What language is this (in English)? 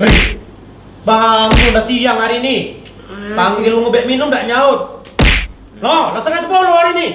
Musi